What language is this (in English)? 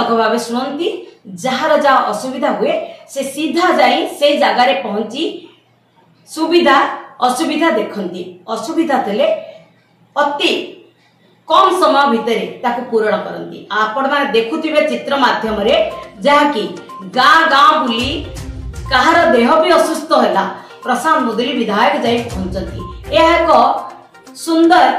Odia